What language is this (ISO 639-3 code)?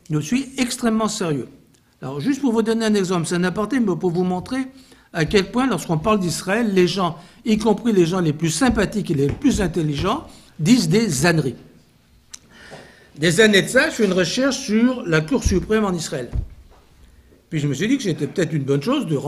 fra